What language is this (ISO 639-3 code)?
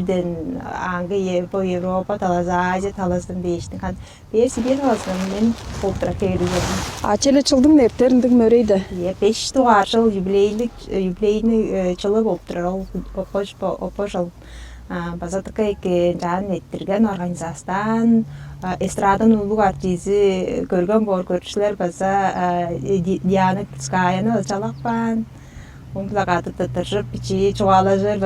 tyv